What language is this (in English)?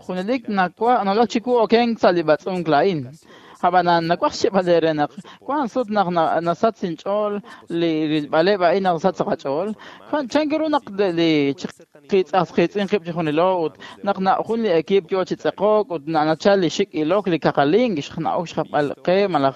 Kekchí